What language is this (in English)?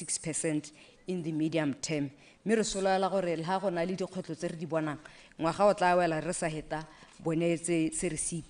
Tswana